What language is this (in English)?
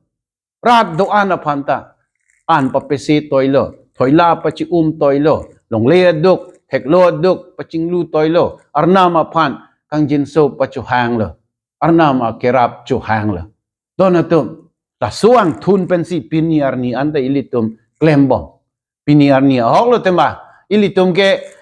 Karbi